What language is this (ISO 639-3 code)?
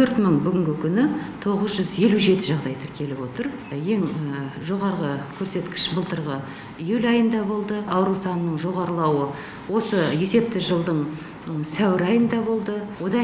kaz